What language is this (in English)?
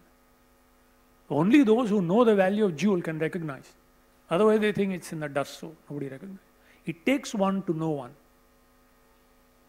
English